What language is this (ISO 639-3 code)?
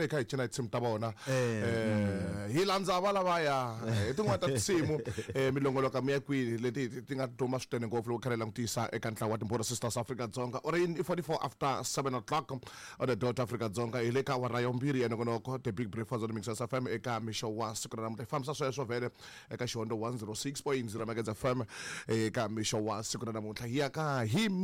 tso